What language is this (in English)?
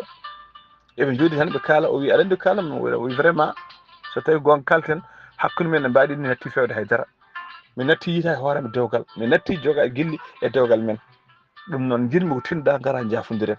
Fula